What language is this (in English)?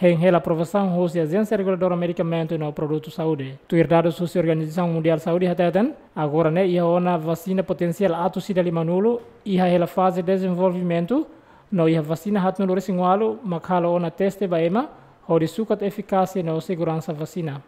Tetum